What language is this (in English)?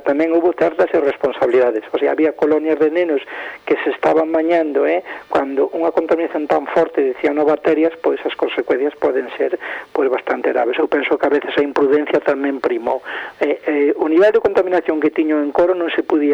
Galician